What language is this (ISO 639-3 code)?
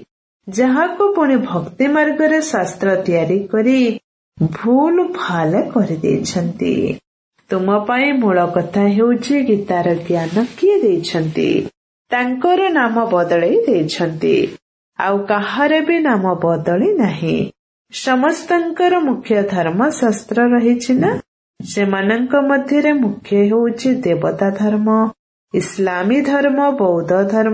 ori